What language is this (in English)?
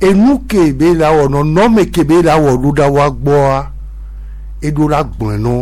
Gen